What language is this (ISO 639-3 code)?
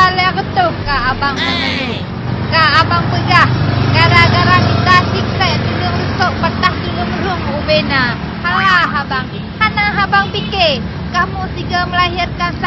ace